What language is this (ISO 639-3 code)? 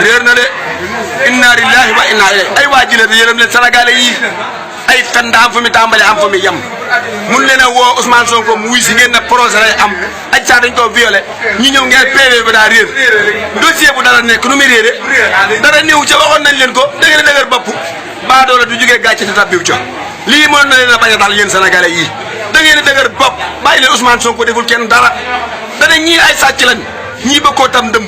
wol